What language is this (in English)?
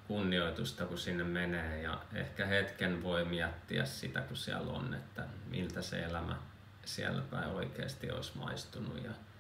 Finnish